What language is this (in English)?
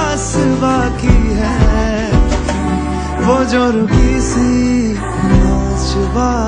Hindi